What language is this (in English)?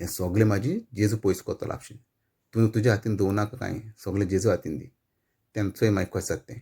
Konkani